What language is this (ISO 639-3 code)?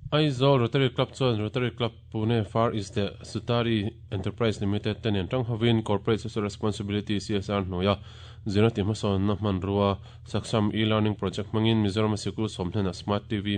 lus